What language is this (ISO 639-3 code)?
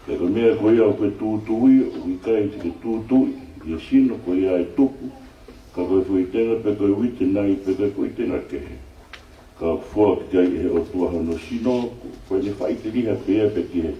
ton